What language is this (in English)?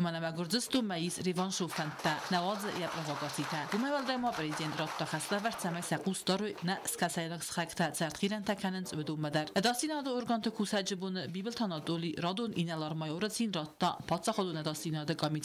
Ossetic